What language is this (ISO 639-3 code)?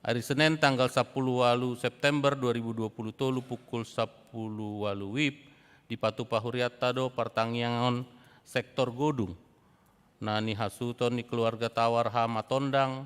bbc